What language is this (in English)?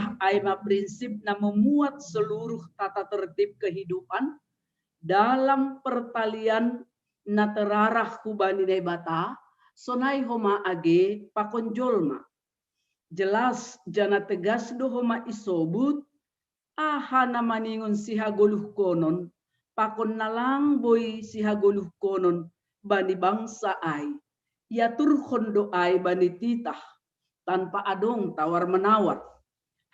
Batak Simalungun